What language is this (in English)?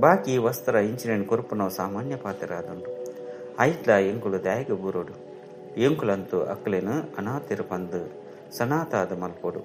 Tulu